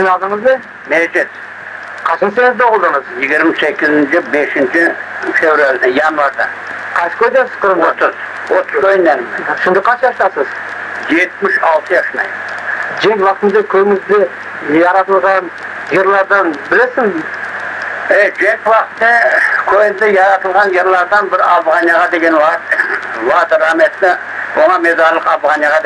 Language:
Crimean Tatar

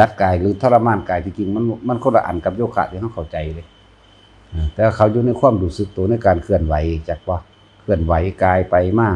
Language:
Lao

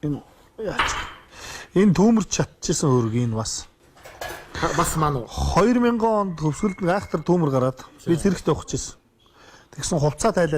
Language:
Mongolian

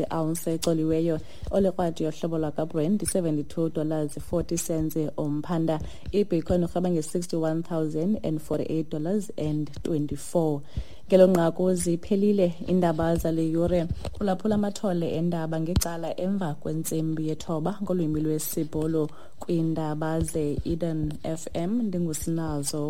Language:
Xhosa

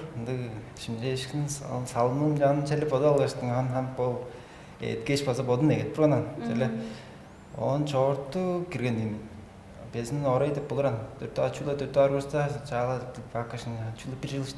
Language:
Tuvinian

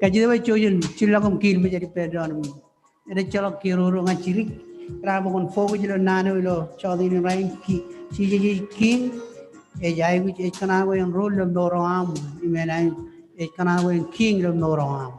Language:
Marshallese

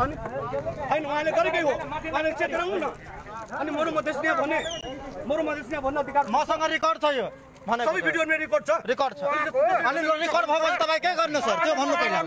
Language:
Maithili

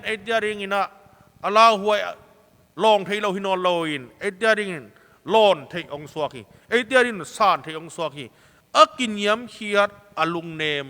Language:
Tedim Chin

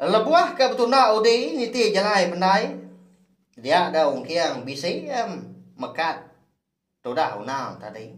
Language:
Iban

